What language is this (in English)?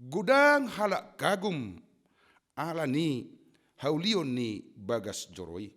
Batak Toba